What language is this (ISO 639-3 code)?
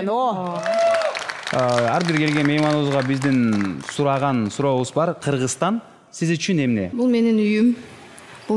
kir